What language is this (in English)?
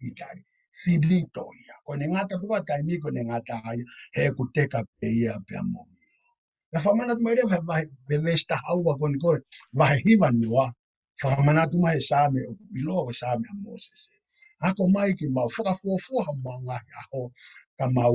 Tongan